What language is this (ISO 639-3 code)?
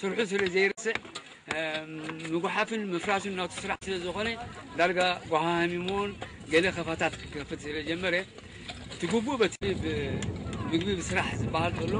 tir